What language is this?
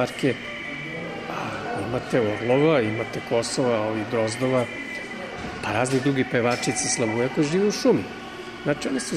Serbian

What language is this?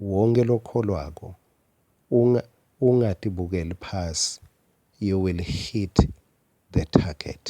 Swati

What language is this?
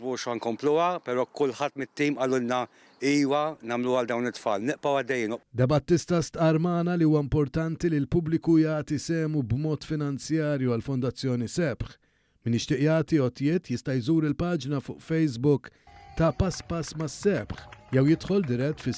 Maltese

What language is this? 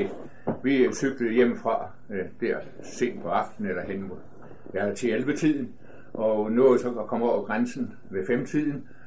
Danish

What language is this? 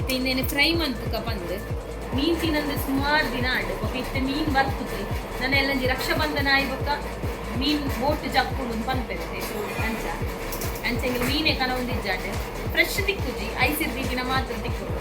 Tulu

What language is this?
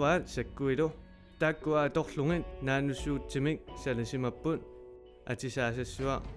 Kalaallisut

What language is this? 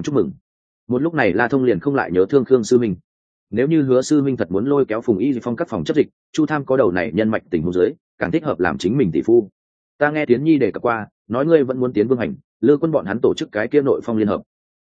Vietnamese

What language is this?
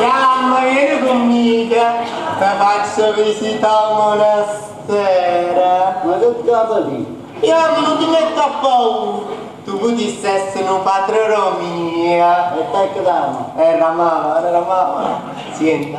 Neapolitan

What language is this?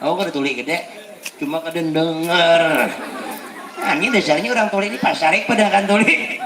Banjar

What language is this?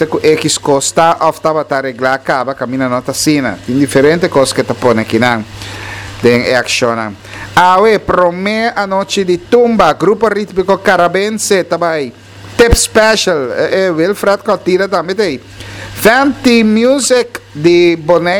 Papiamento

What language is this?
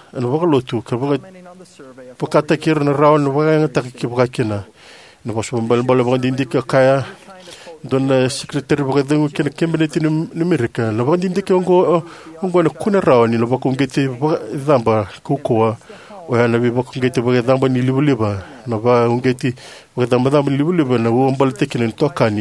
Fijian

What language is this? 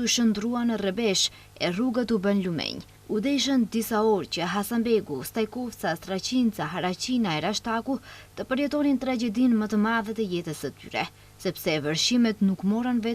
Albanian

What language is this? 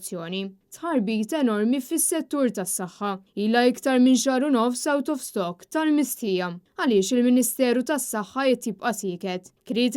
Maltese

